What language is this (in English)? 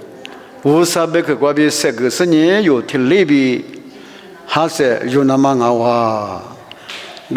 Lisu